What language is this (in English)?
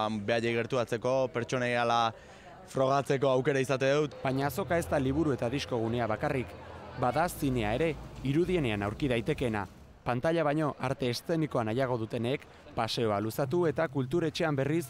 Basque